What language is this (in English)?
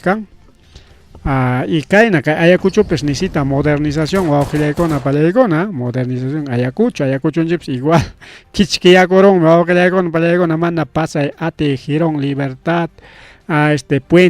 Ayacucho Quechua